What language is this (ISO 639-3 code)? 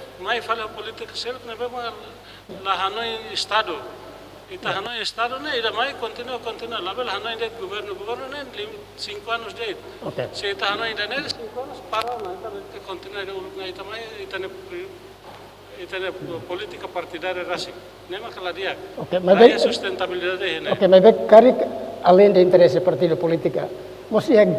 tet